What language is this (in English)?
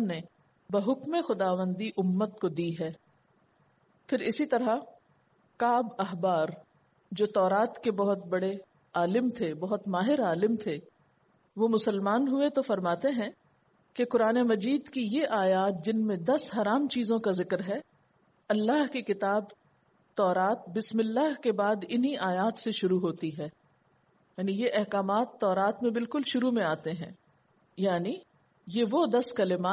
Urdu